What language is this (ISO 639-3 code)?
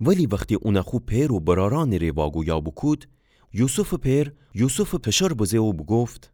glk